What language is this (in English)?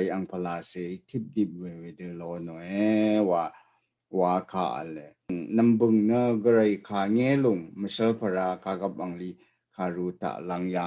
Rawang